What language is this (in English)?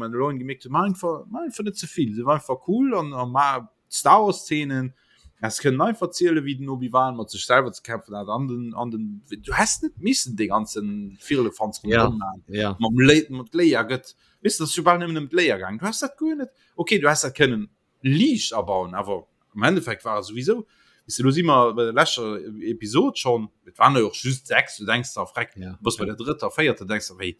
Luxembourgish